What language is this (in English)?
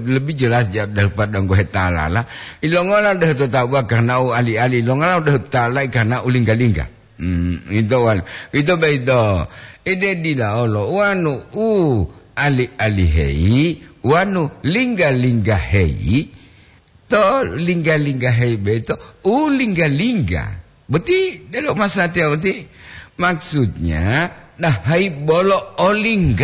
Gorontalo